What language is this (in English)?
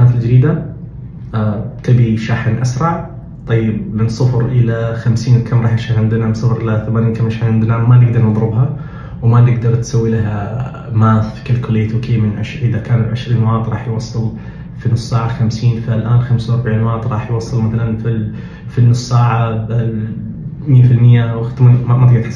Najdi Arabic